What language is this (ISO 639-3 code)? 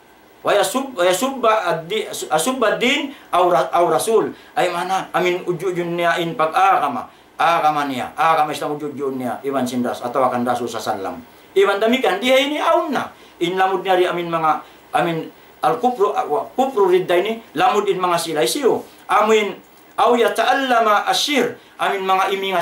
tsg